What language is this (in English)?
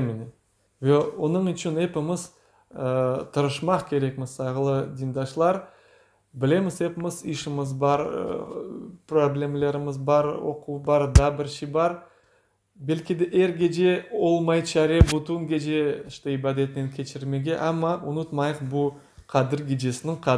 Crimean Tatar